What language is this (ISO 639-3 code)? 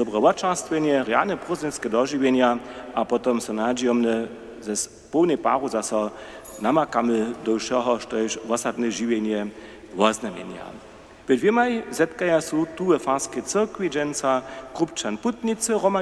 hsb